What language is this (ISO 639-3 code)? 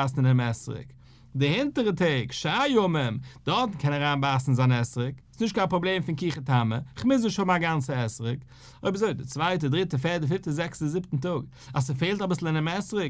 yid